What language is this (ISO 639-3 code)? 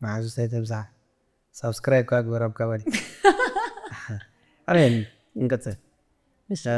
tir